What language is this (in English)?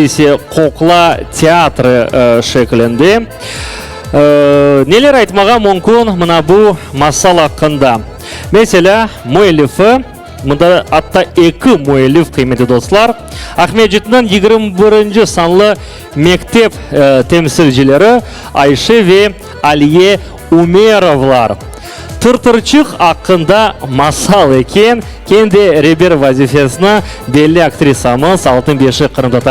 Crimean Tatar